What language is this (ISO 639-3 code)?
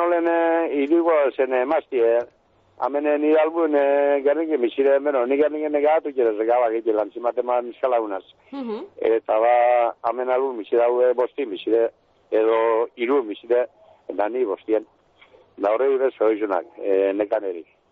eus